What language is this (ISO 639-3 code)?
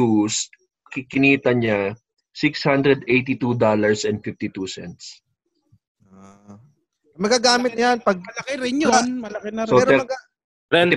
fil